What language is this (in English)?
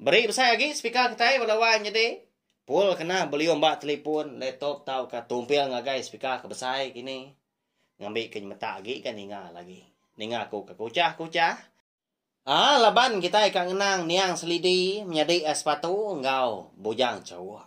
Iban